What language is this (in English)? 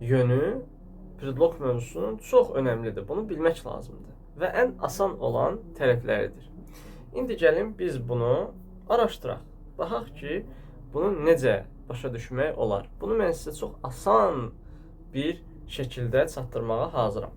Azerbaijani